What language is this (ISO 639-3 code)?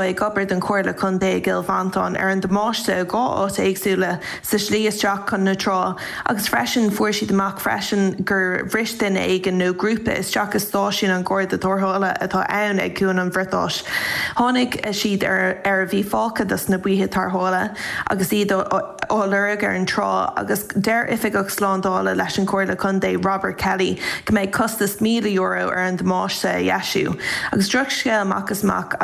gle